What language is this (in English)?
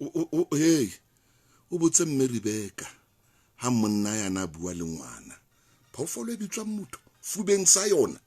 Southern Sotho